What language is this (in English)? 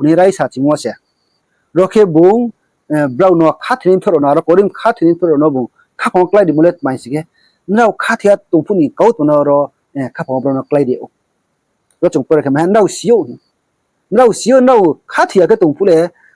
Riang (India)